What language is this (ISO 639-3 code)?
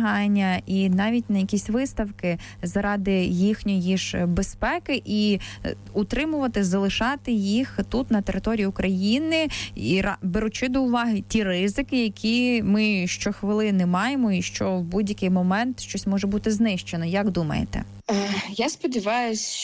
ukr